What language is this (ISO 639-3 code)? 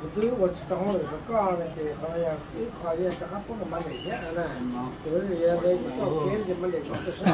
hmn